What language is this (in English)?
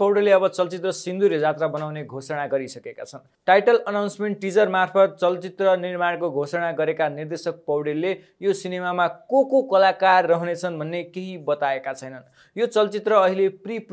Nepali